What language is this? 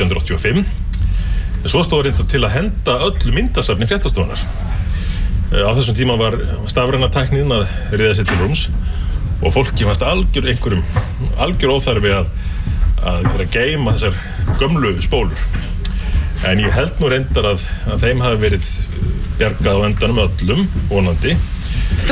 Icelandic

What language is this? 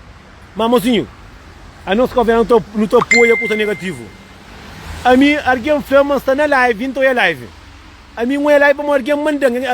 Kabuverdianu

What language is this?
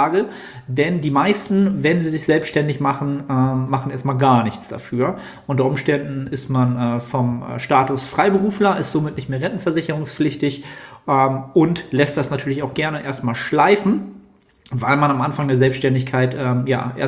German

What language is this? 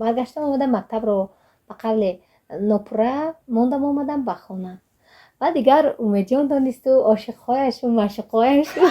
Tajik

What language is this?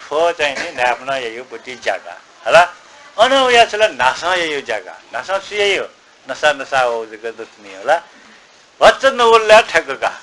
Newari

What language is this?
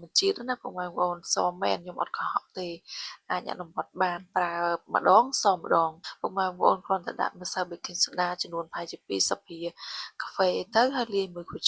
Khmer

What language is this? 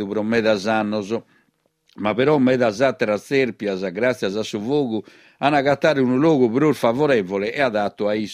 Sardinian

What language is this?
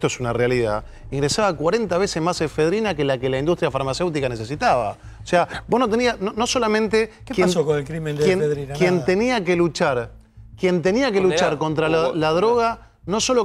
Spanish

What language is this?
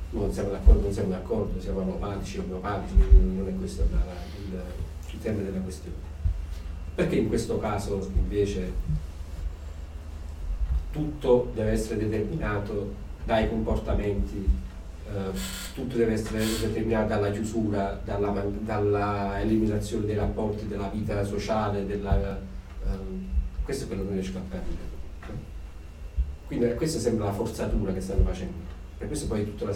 Italian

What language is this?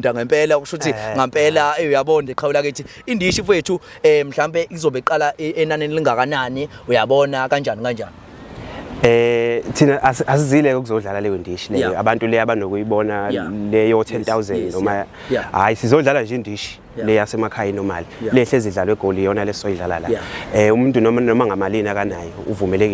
Zulu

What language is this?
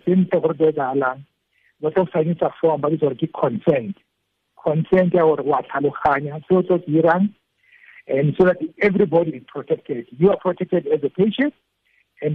Tswana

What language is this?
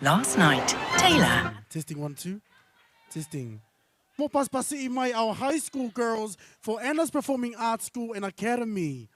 Tongan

